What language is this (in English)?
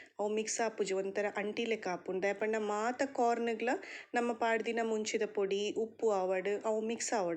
Tulu